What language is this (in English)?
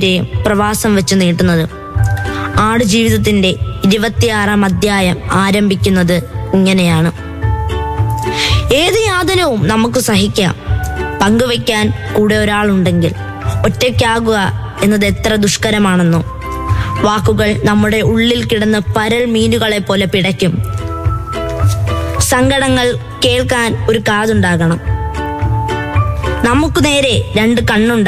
Malayalam